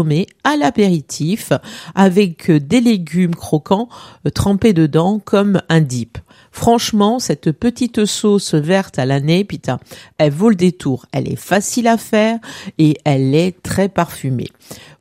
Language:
French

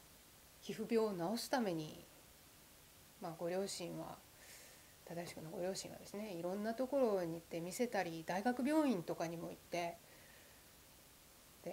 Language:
Japanese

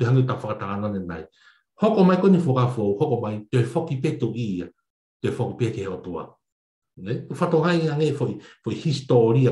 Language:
Tongan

